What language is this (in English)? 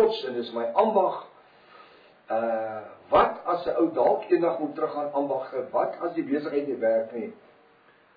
Afrikaans